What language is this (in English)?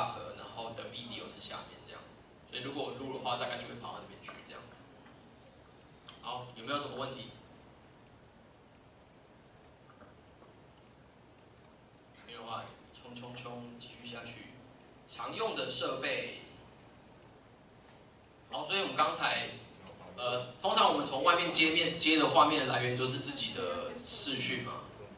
Chinese